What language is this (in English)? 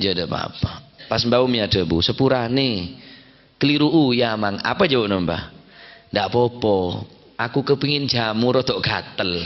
Madurese